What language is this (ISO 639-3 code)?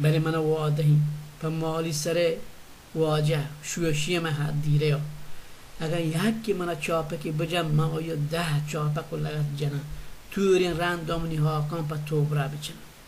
bal